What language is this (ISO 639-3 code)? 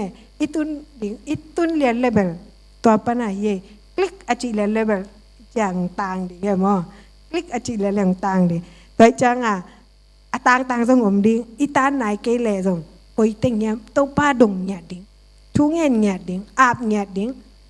ctd